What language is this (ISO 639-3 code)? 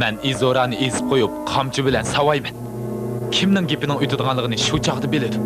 uig